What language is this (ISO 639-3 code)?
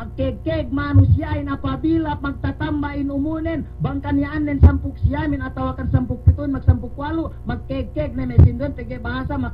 yka